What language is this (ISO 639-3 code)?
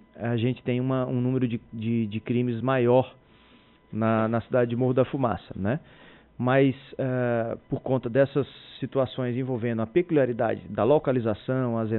por